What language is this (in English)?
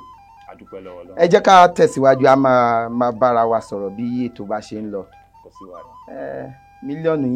Yoruba